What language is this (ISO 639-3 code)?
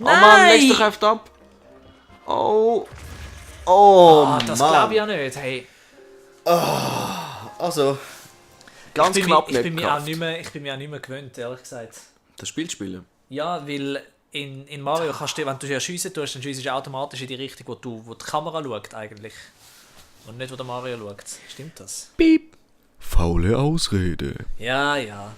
gsw